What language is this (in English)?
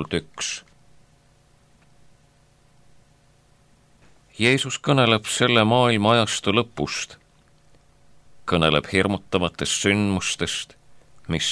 Estonian